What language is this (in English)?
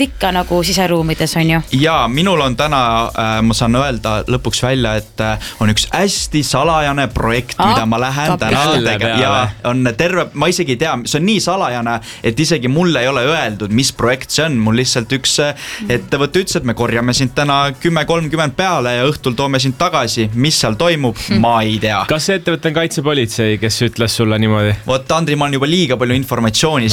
Estonian